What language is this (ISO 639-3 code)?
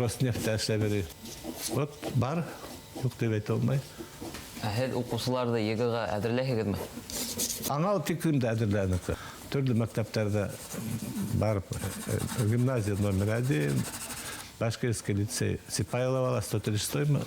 bak